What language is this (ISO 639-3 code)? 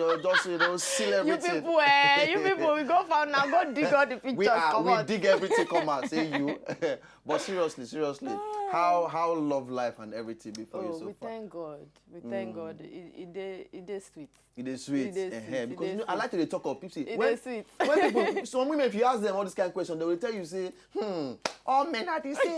pcm